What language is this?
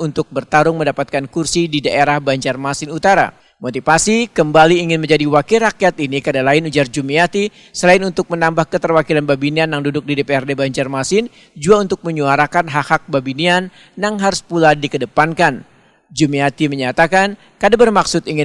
Banjar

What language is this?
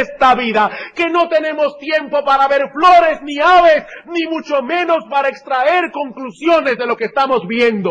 Spanish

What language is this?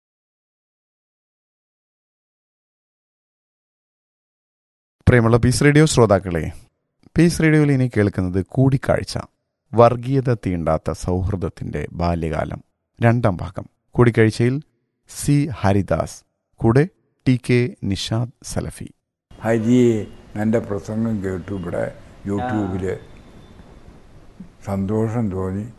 Malayalam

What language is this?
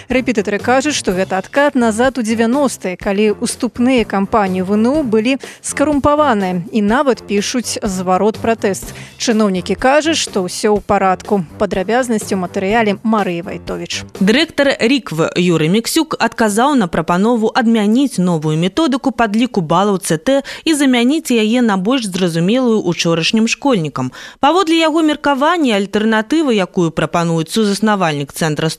Belarusian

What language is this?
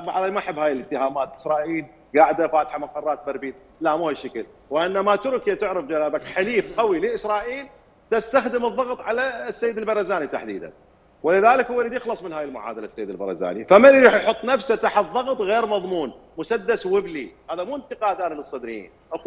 Mesopotamian Arabic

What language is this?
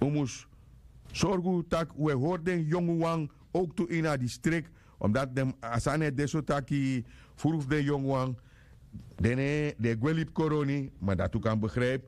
Sranan Tongo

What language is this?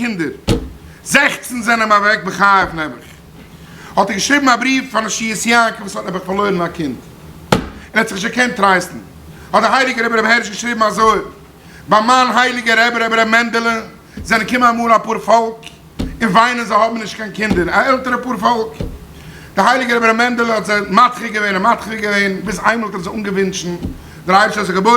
Yiddish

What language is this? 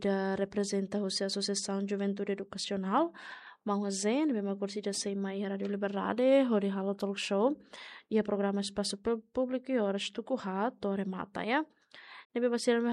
Tetum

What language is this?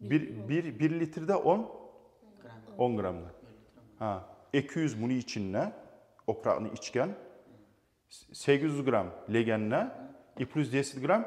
Kumyk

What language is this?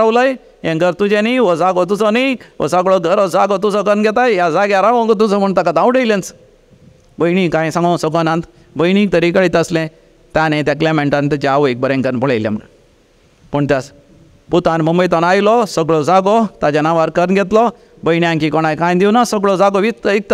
Konkani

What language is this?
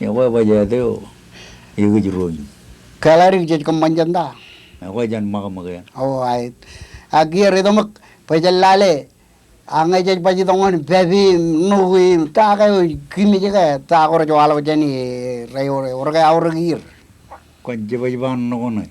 Marshallese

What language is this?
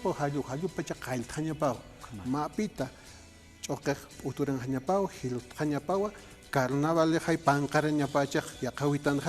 Aymara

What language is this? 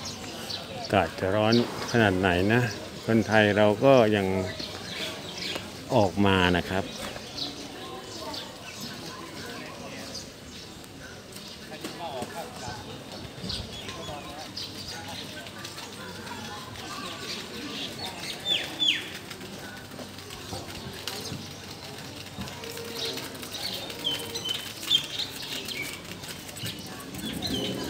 Thai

